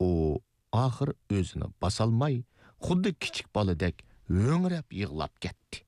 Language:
Uyghur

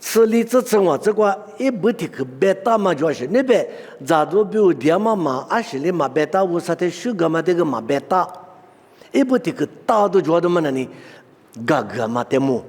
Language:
Lisu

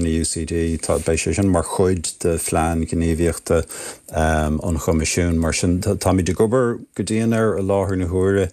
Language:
Irish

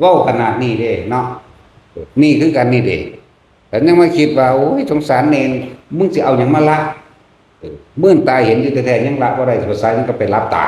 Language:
Northeastern Thai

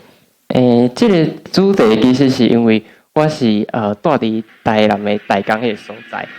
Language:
Min Nan Chinese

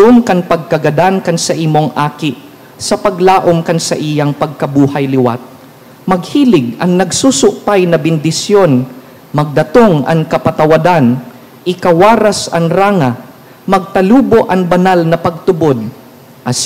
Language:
Bikol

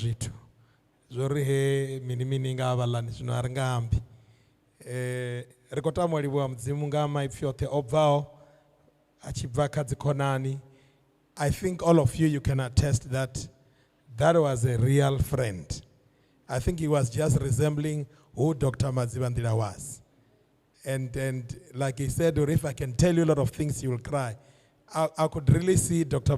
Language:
Venda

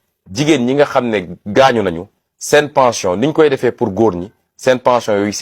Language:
Wolof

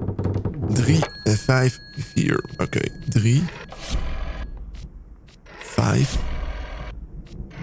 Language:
Dutch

